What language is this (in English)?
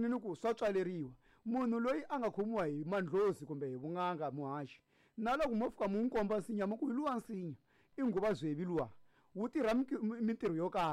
Tsonga